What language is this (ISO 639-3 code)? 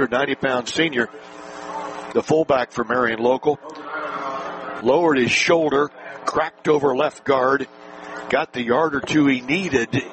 eng